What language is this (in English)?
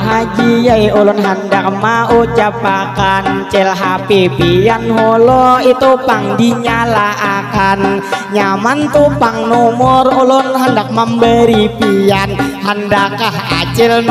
Banjar